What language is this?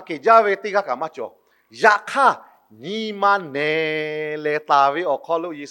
Lahu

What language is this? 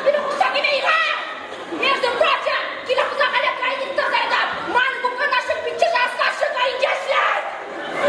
Chuvash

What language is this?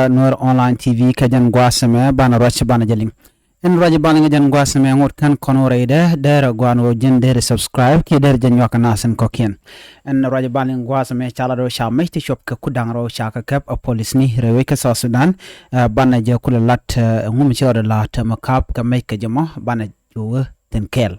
Nuer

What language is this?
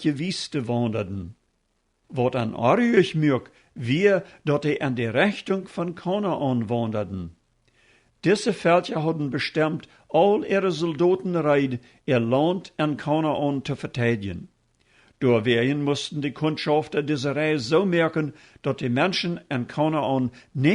Plautdietsch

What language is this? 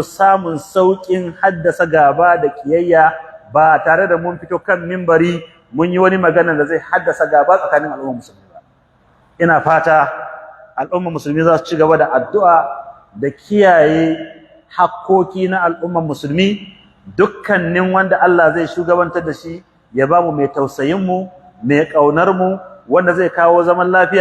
Hausa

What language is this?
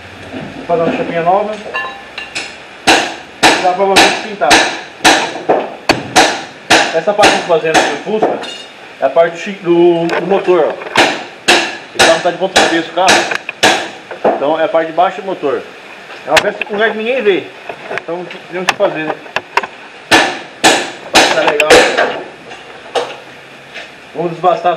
Portuguese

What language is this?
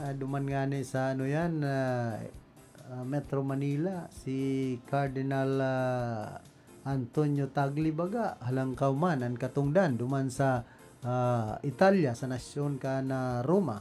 Bikol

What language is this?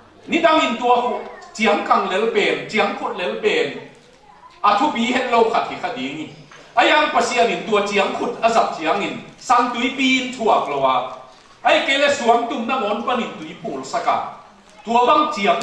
Tedim Chin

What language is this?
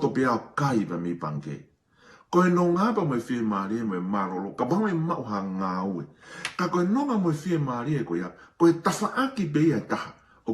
Tongan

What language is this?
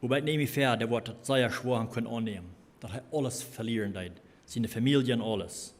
Plautdietsch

